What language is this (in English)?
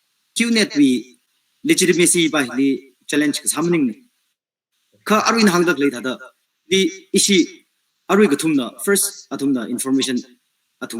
Tangkhul Naga (India)